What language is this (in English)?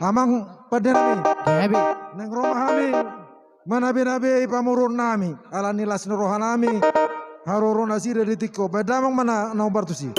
Batak Toba